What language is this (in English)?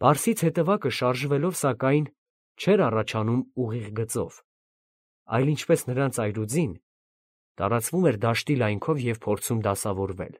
Armenian